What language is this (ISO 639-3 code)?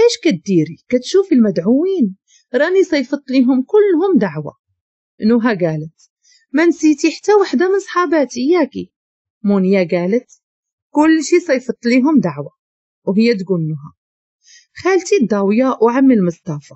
ary